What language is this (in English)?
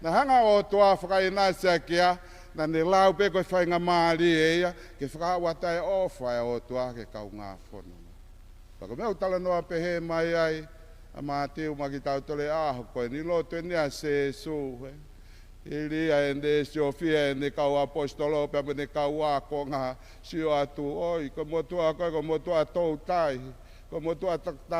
Tongan